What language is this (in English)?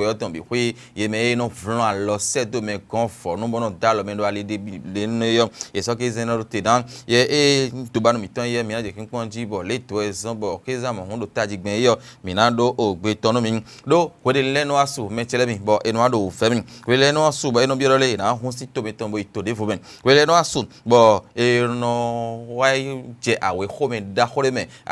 Fon